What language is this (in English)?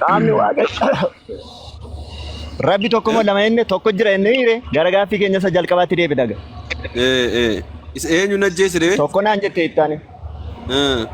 Oromo